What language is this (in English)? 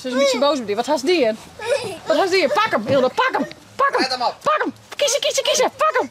Western Frisian